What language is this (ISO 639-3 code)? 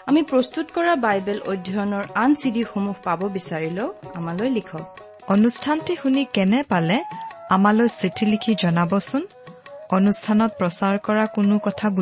asm